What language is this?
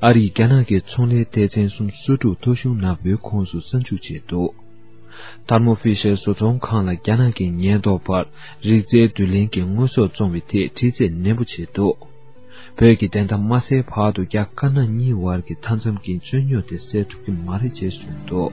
Tibetan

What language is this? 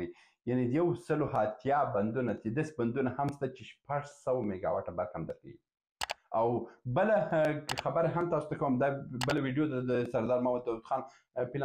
Pashto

